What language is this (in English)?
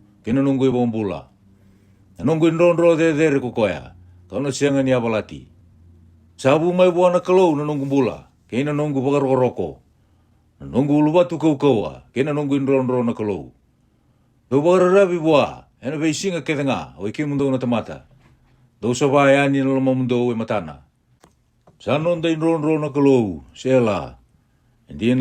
Fijian